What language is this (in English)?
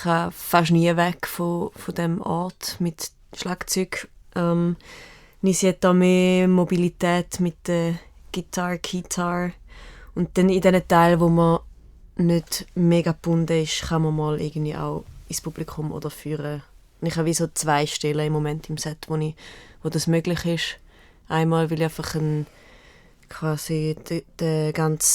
Swiss German